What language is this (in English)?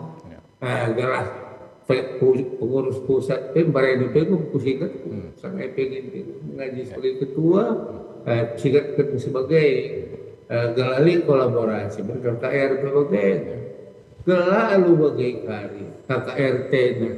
Batak Karo